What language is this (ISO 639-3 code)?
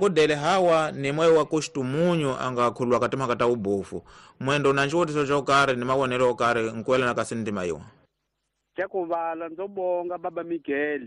tso